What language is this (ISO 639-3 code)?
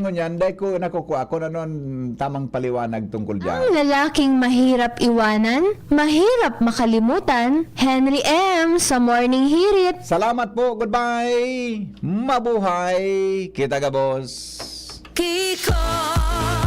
bik